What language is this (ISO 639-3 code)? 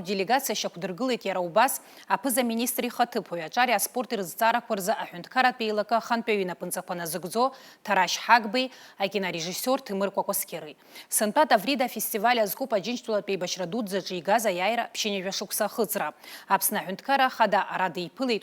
abk